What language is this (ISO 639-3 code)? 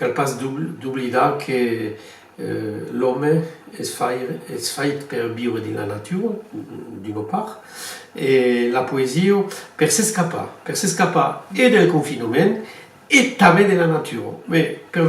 oci